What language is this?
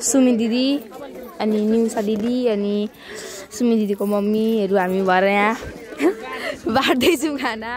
Nepali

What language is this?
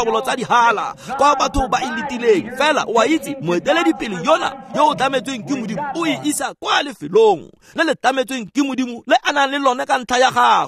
Tswana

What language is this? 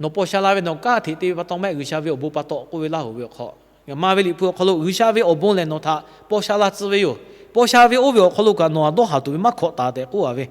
Lahu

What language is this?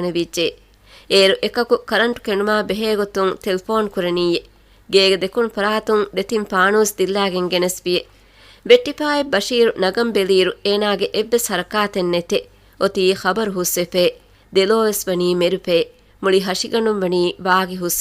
Divehi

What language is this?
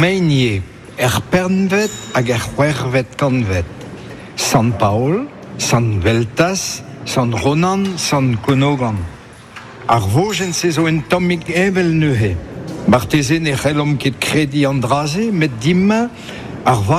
Breton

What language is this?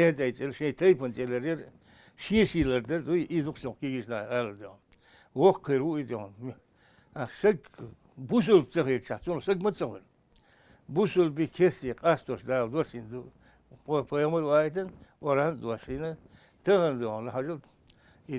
Chechen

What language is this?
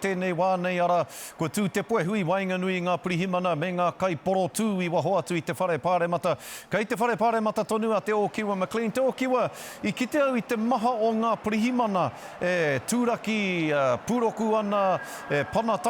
Māori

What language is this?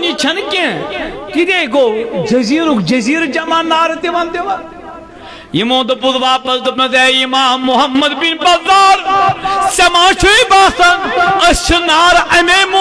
Kashmiri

